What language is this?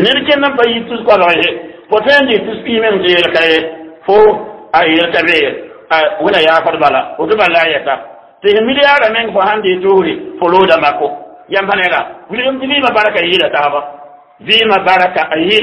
Mossi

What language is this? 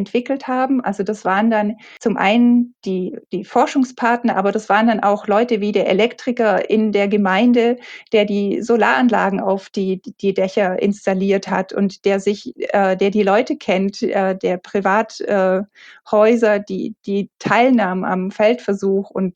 German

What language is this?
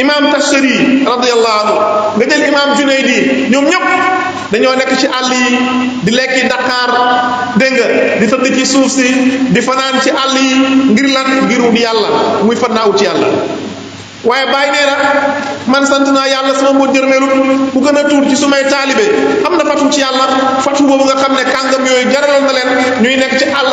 Wolof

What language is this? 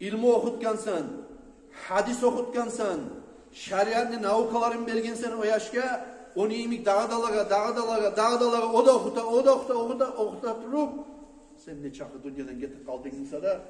Kumyk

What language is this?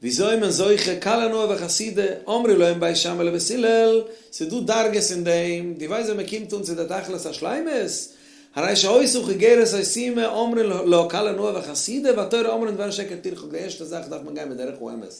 Yiddish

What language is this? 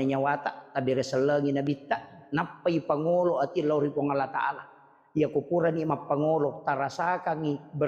Buginese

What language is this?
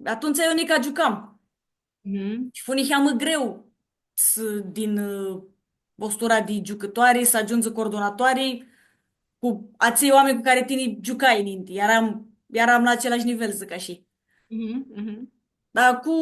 Aromanian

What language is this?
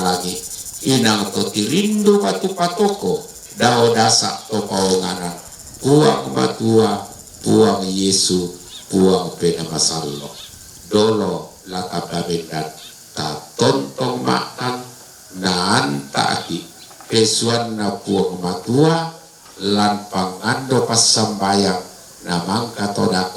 Toraja-Sa'dan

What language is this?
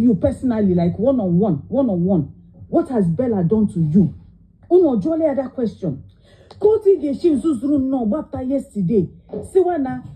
Igbo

